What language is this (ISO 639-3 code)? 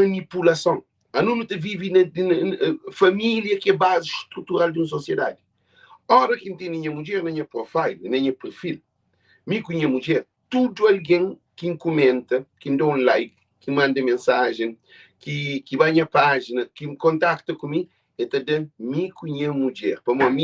kea